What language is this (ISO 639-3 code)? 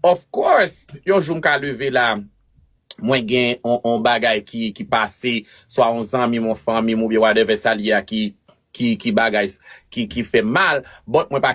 hat